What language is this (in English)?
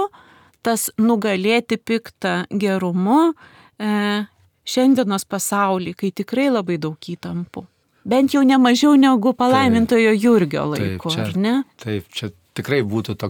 Lithuanian